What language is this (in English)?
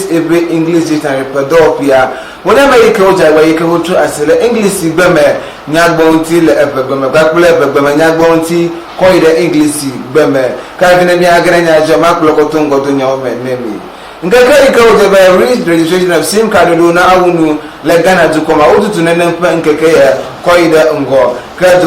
Ewe